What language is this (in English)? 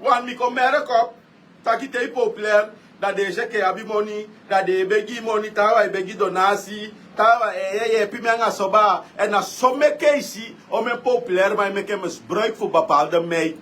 Sranan Tongo